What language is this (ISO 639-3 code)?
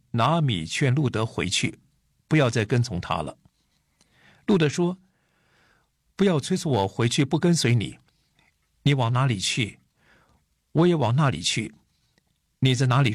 zho